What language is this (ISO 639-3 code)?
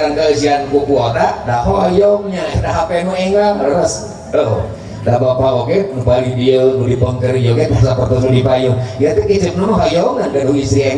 sun